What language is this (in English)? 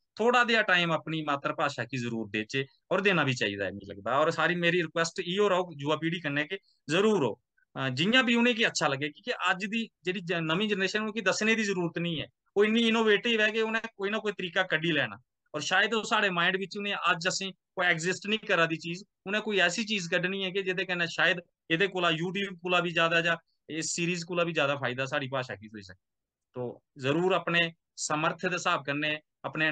Dogri